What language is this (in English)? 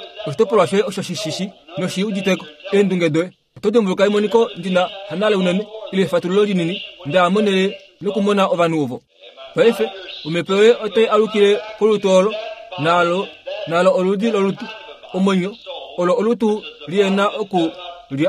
Kuanyama